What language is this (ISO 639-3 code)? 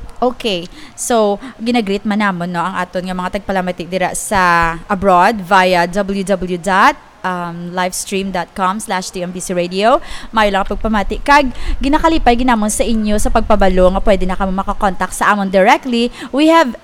hil